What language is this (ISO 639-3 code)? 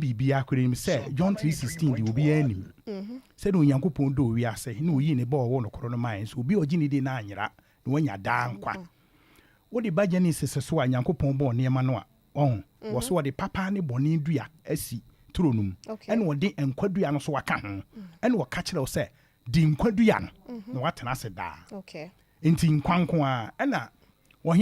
aka